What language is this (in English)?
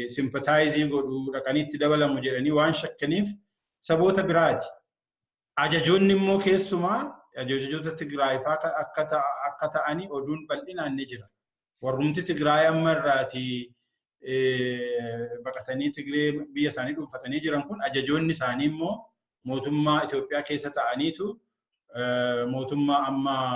Oromo